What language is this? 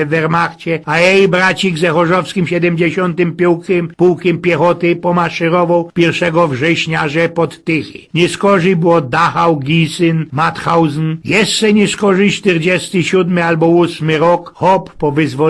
Silesian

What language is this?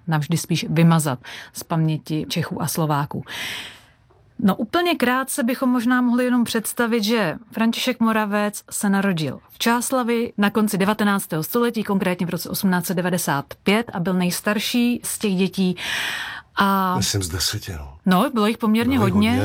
Czech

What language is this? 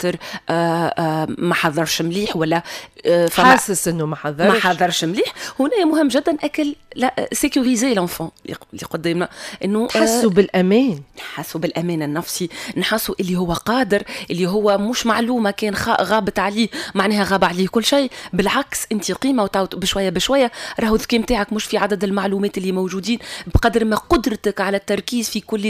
Tunisian Arabic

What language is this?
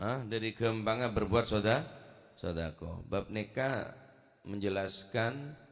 Madurese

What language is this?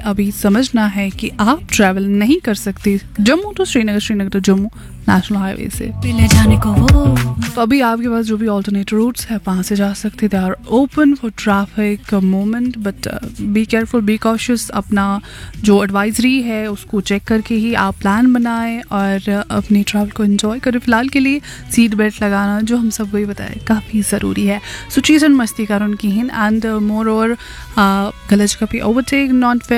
Hindi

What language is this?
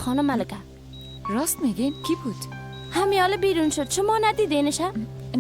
Persian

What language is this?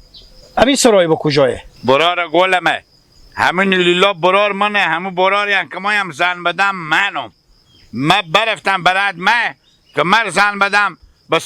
Hazaragi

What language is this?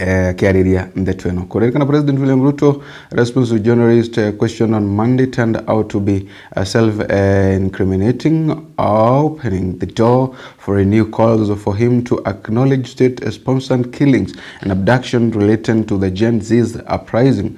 Meru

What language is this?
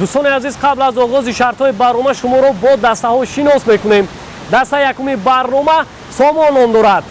Tajik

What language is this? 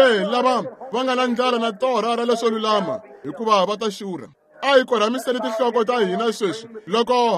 Tsonga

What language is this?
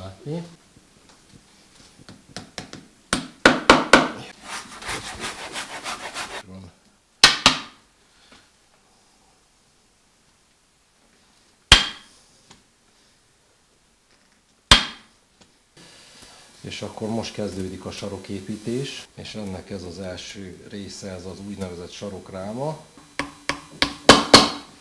Hungarian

